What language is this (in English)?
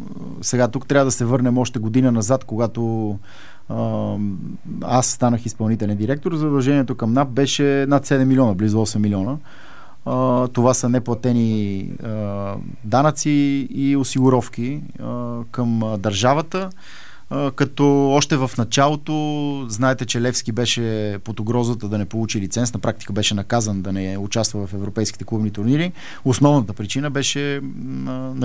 Bulgarian